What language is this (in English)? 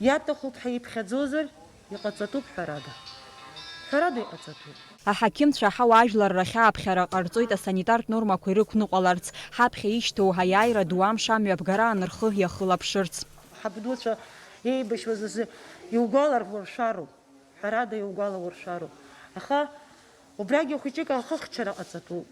Abkhazian